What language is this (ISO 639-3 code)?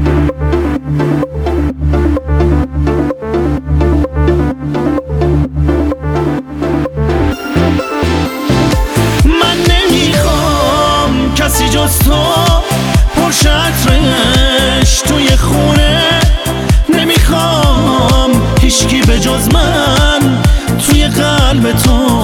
fas